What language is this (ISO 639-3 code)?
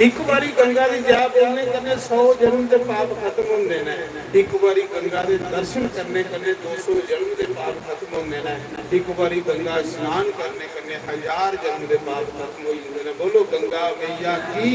doi